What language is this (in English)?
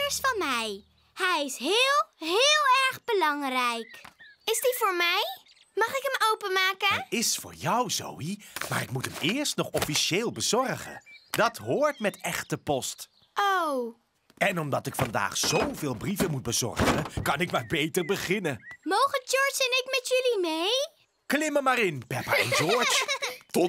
Dutch